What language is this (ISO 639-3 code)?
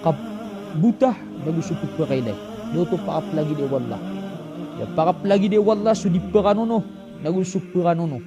mrw